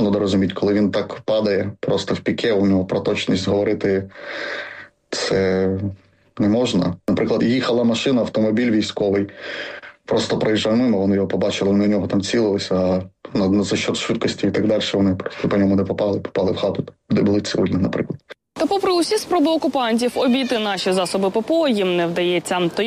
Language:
Ukrainian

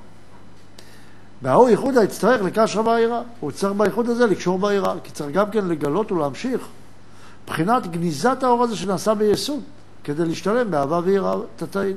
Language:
Hebrew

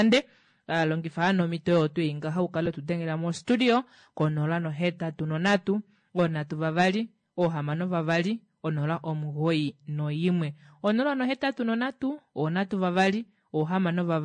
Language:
Kuanyama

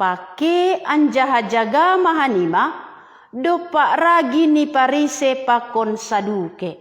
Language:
Batak Simalungun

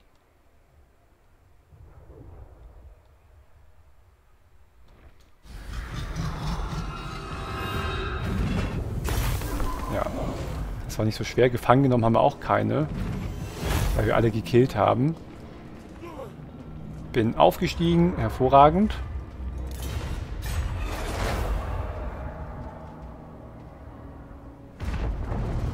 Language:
German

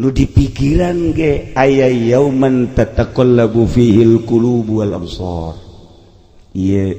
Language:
Sundanese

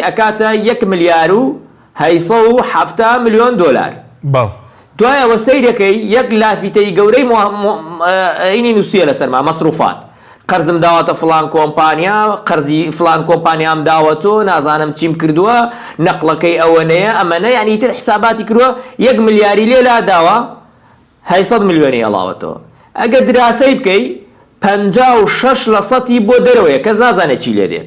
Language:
Central Kurdish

